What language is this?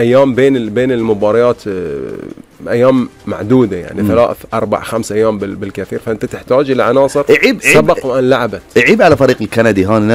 Gulf Arabic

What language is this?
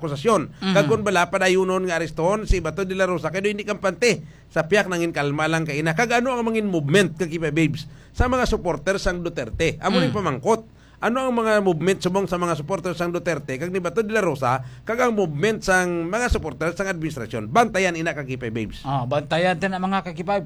Hiligaynon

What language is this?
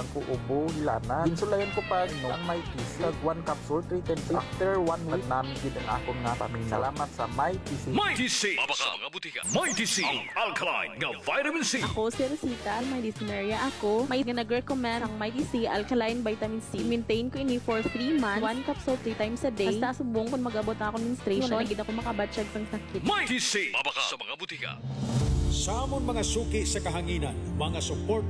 Hiligaynon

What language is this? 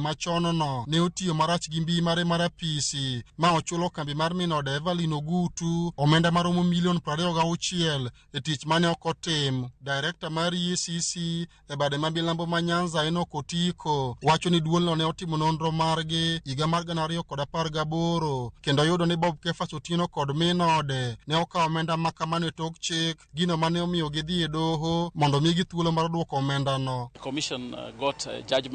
Luo (Kenya and Tanzania)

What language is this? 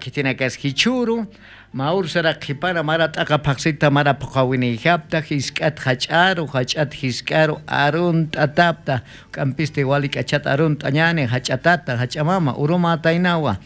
Aymara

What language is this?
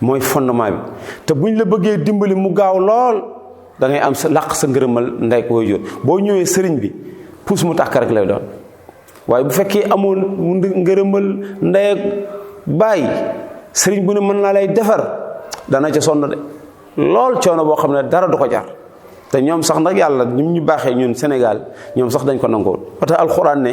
Wolof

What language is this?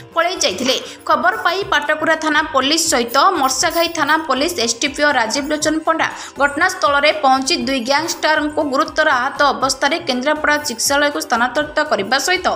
Odia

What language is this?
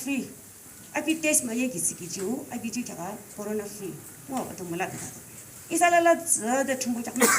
Yimchungru Naga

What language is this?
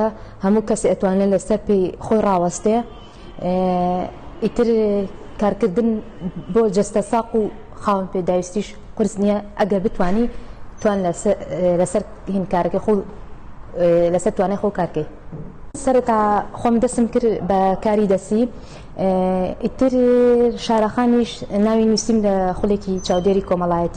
Central Kurdish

